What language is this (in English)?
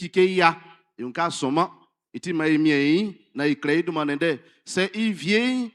Baoulé